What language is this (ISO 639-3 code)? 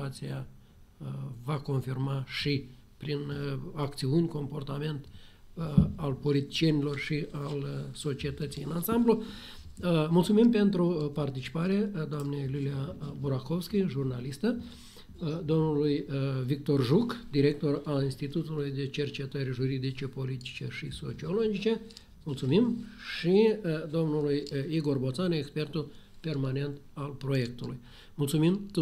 ron